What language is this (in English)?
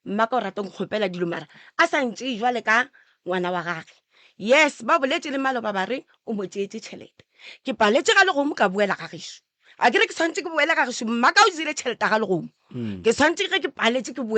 Northern Sotho